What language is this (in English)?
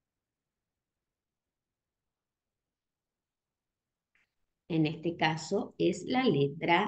Spanish